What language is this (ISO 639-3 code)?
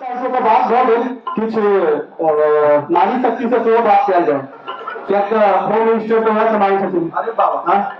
mai